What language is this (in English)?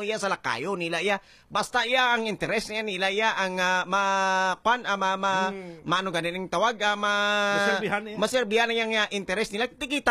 Hiligaynon